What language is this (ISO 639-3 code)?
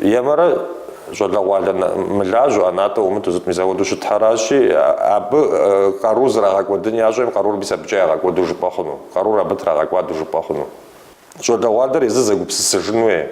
kbd